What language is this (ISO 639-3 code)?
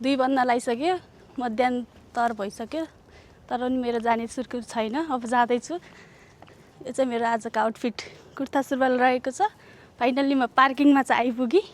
nep